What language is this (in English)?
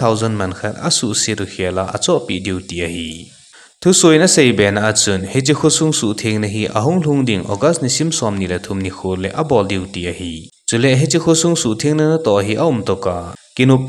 Thado Chin